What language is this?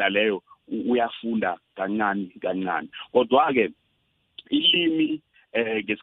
South Ndebele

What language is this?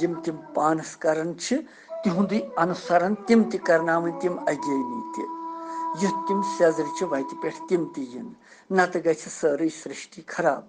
Kashmiri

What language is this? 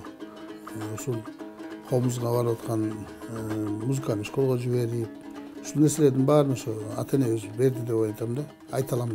Kyrgyz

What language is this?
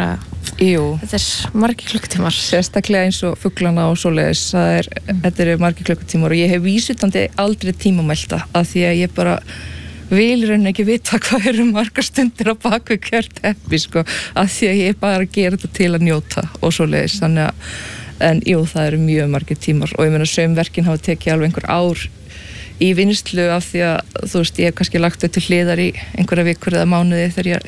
Icelandic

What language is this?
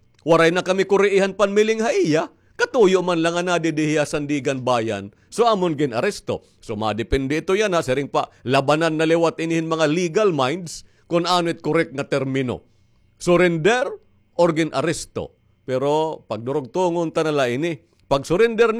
Waray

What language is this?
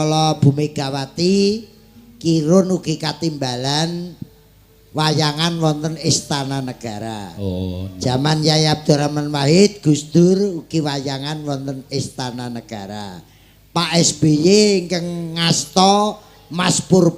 Javanese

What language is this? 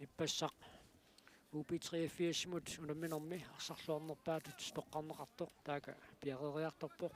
Kalaallisut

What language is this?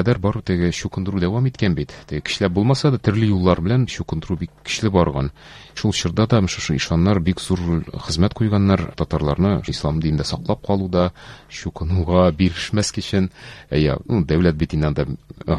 Tatar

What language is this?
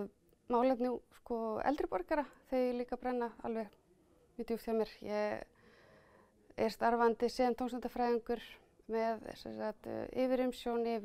Icelandic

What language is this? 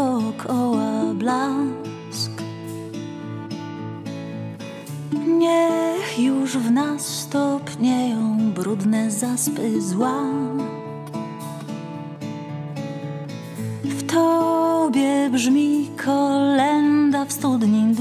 Polish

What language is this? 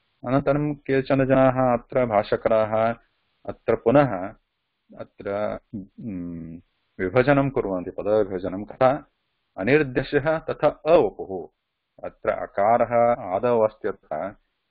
Sanskrit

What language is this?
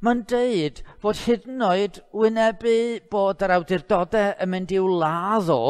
Welsh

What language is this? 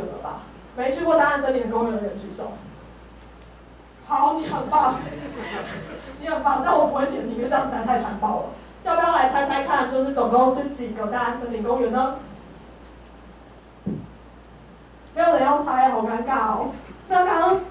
Chinese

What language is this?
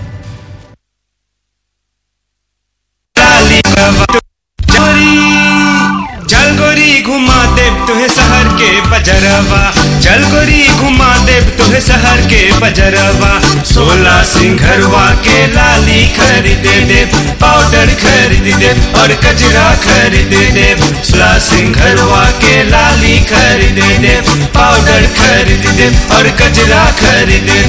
Bhojpuri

